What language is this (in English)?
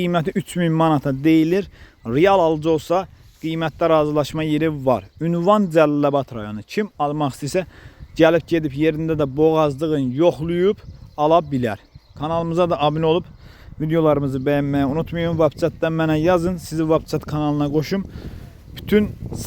Azerbaijani